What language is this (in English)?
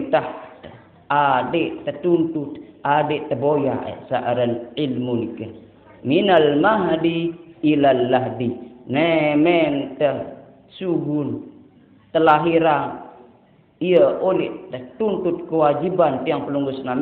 Sasak